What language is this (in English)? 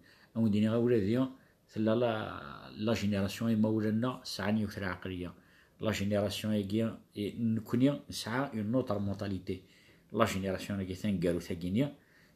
Kabyle